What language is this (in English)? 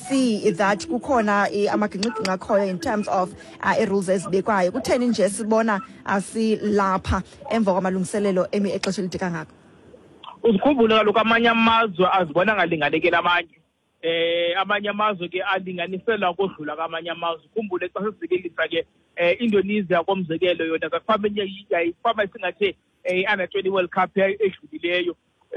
Xhosa